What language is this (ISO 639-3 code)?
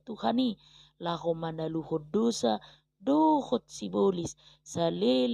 bbc